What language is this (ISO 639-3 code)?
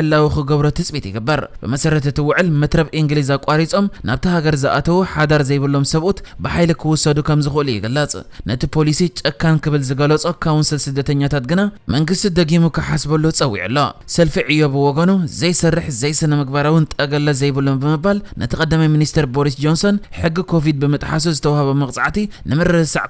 tir